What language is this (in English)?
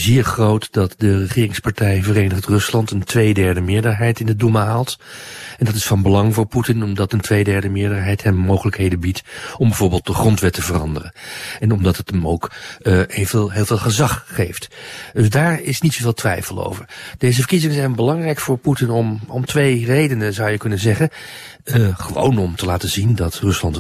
Dutch